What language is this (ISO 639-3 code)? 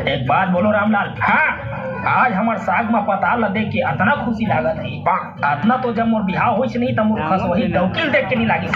hne